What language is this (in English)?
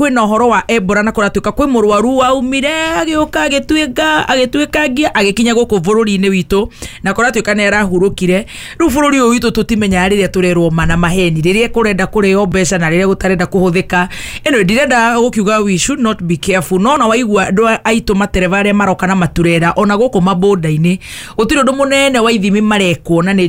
Kikuyu